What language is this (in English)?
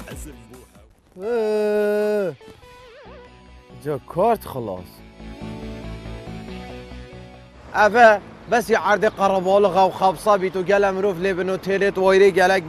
Kurdish